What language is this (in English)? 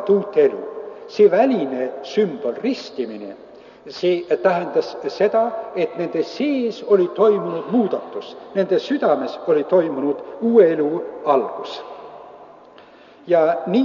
Estonian